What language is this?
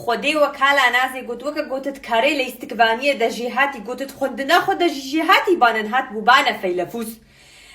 Kurdish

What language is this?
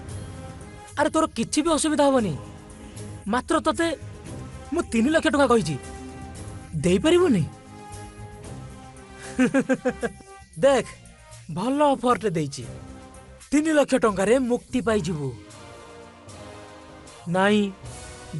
Odia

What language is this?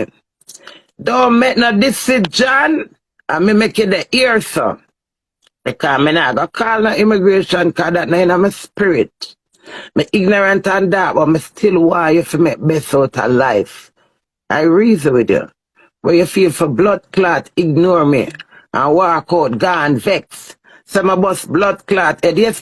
Jamaican Creole English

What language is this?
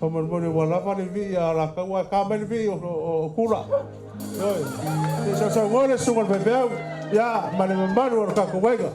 Samoan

